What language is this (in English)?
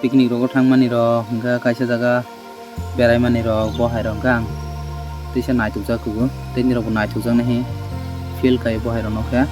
Kok Borok